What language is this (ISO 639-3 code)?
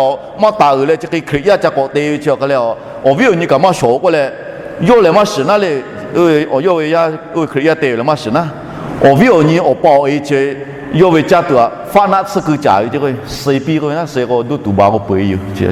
lhu